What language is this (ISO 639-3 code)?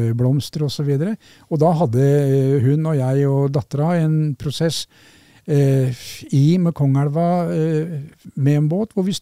nor